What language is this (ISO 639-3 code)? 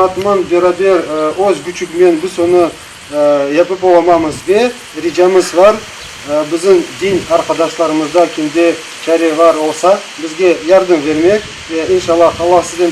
crh